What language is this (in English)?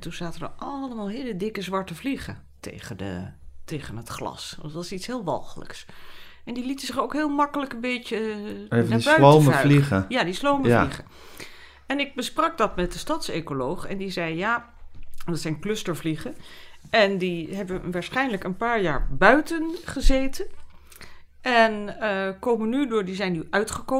Dutch